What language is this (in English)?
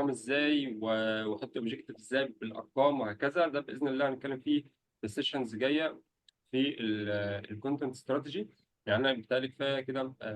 Egyptian Arabic